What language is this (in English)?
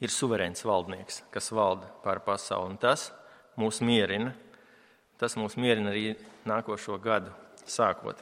Latvian